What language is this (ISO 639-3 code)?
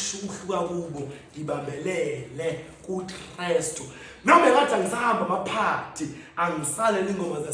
zul